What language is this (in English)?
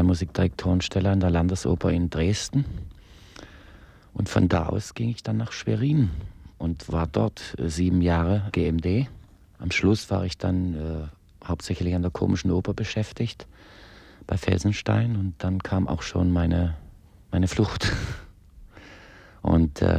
German